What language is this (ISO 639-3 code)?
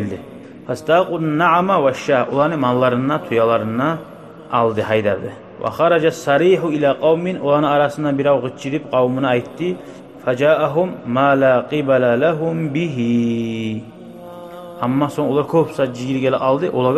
kum